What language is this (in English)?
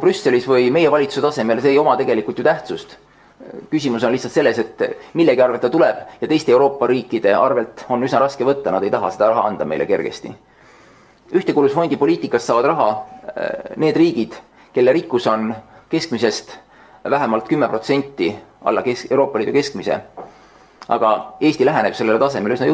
Estonian